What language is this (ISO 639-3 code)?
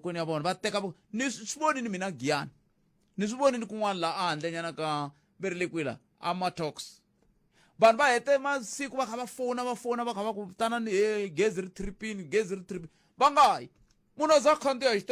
tso